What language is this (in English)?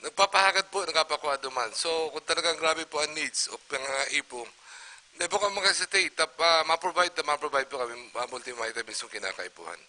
Bikol